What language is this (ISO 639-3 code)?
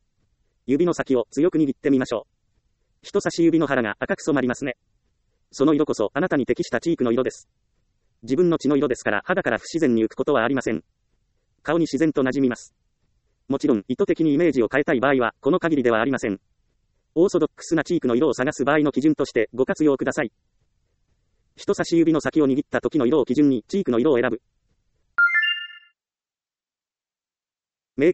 jpn